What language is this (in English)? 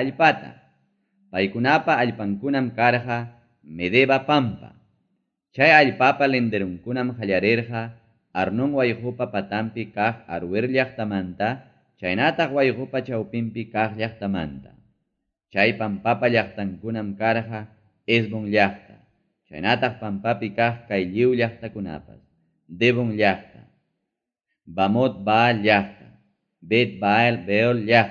Ayacucho Quechua